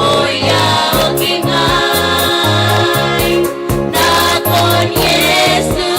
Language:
Gilbertese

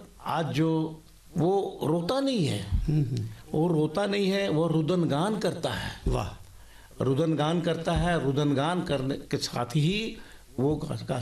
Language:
Hindi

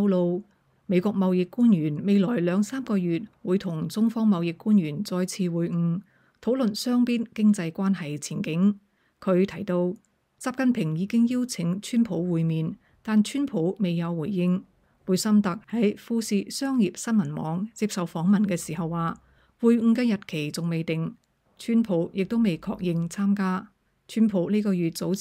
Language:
Cantonese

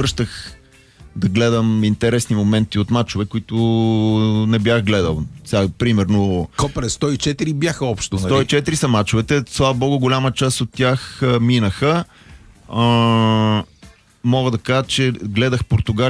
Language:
Bulgarian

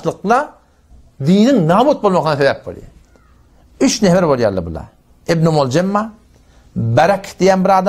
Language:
Turkmen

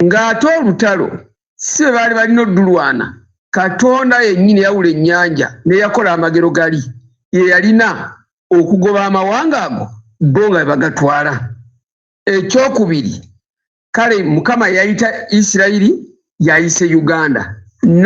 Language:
Ganda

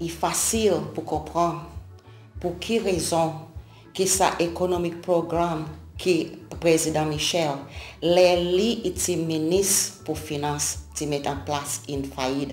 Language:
Seselwa Creole French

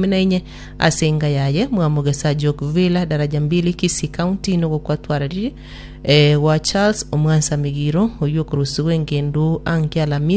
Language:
Gusii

